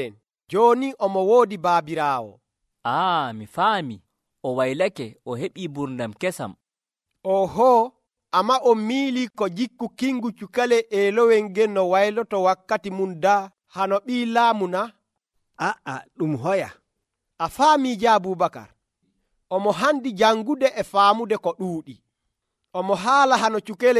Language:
Nigerian Fulfulde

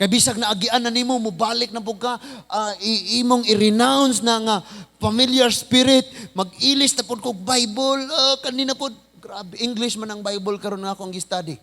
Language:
Cebuano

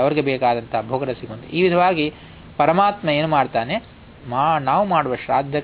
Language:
Kannada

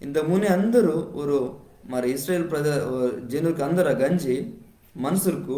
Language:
Koya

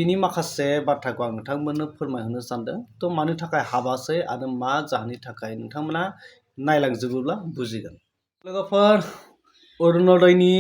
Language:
Bodo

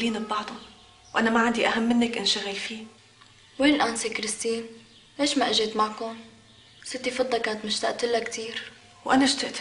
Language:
North Levantine Arabic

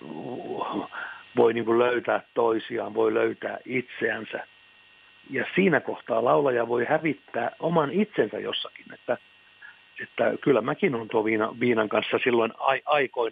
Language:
Finnish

